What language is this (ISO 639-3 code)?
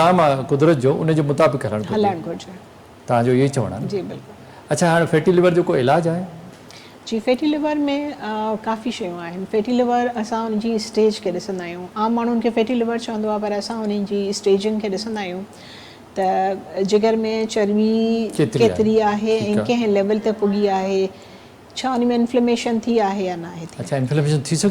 snd